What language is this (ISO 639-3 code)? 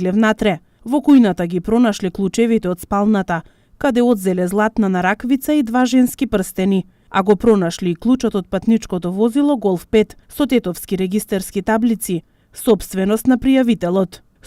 mkd